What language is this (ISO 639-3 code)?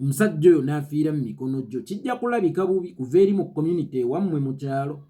lug